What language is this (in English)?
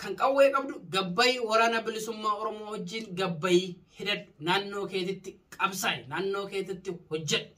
Oromo